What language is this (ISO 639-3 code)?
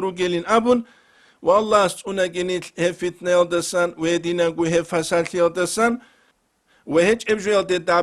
ava